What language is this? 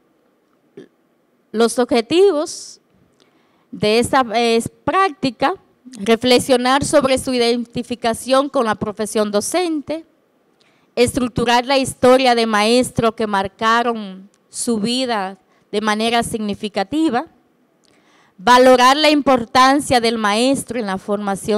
Spanish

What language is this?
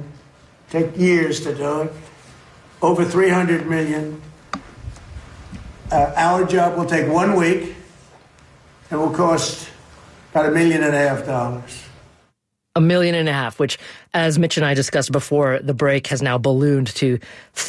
English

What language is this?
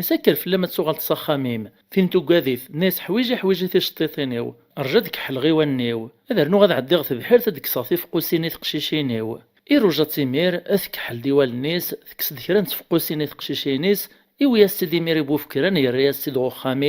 Kabyle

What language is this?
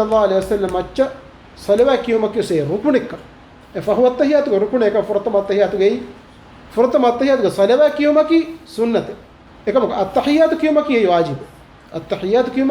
Divehi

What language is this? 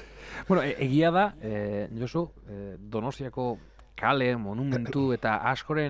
Basque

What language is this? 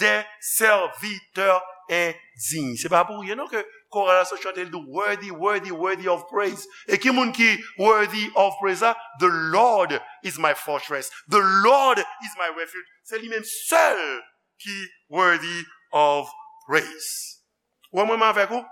Haitian Creole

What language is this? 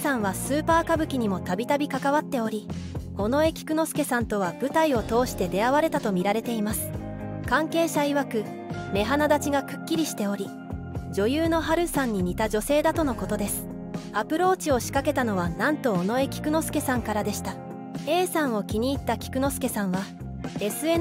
Japanese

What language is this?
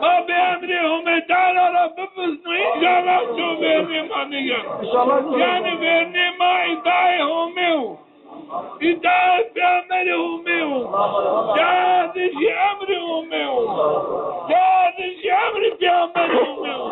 Zaza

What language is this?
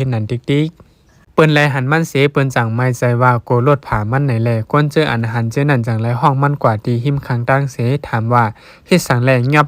Shan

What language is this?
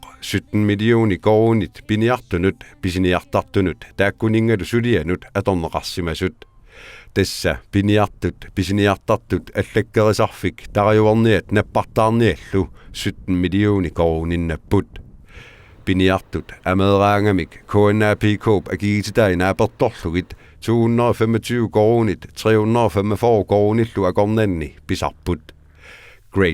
Kalaallisut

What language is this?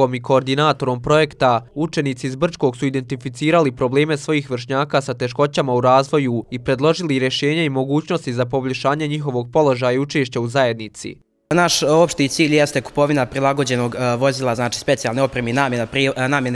Bosnian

